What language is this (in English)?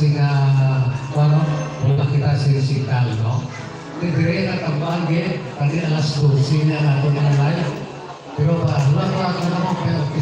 Hiligaynon